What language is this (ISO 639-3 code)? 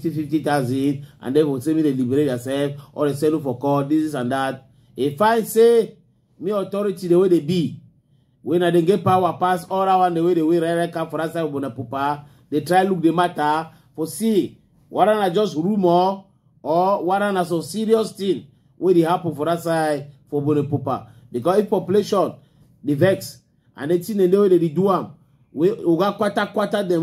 wes